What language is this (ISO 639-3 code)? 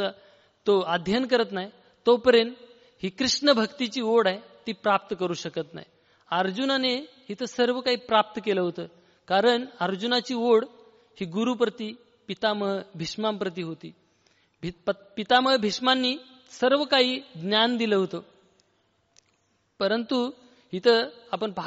mar